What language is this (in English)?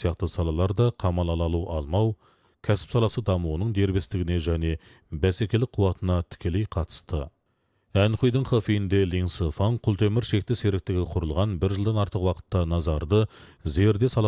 Kazakh